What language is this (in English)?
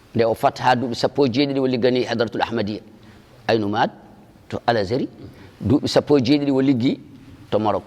Fula